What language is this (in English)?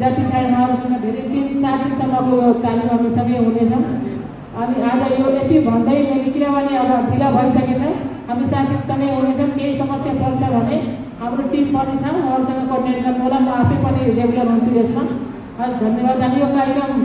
Nepali